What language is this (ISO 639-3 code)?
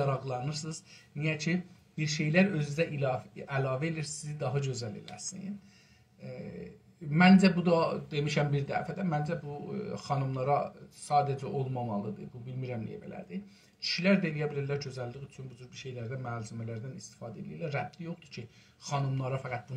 azb